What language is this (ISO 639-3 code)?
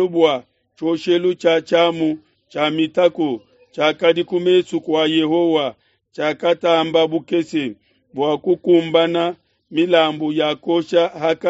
lua